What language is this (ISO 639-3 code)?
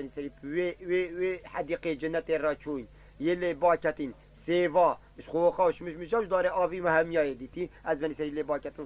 kur